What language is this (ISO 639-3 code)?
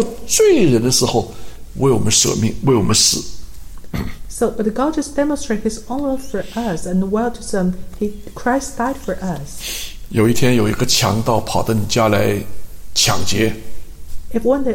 zho